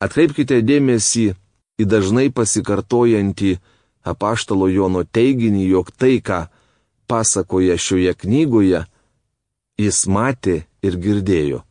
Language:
Lithuanian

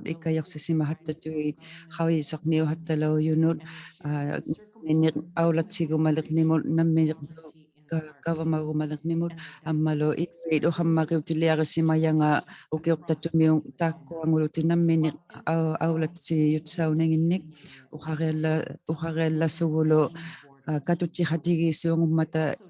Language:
Inuktitut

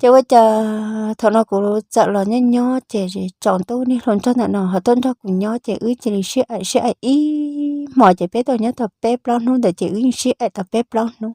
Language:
Hmong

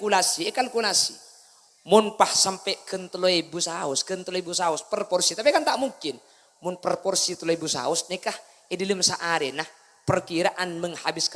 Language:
Madurese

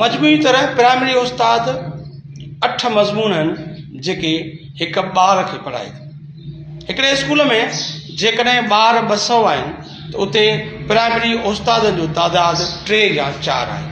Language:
Sindhi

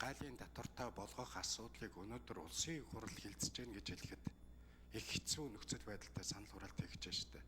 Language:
Mongolian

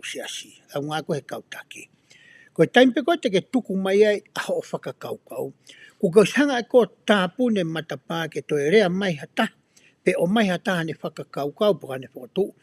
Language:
Tongan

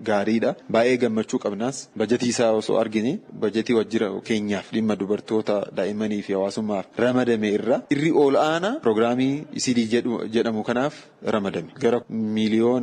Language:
Oromo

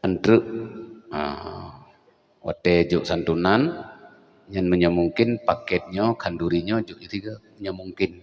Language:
Achinese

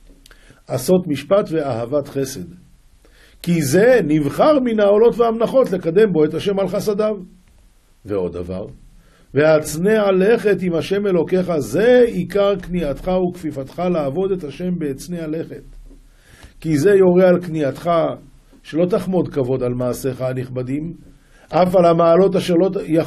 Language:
Hebrew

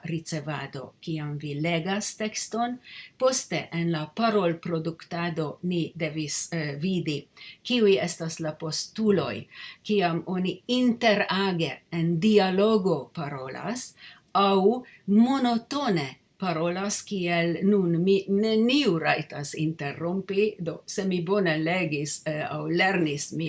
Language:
Esperanto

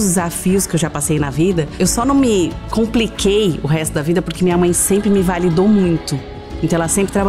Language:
Portuguese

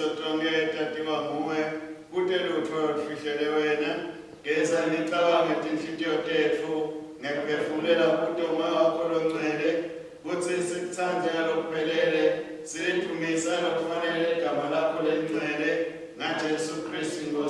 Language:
Swati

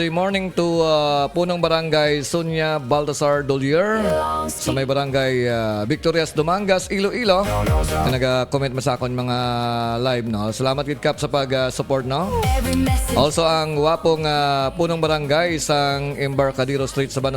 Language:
Hiligaynon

